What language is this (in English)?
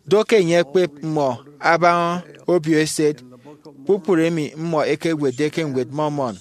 Efik